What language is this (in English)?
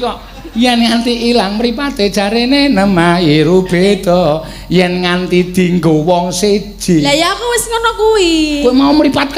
Javanese